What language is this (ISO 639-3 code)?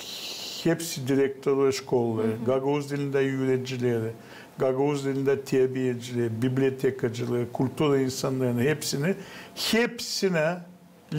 gag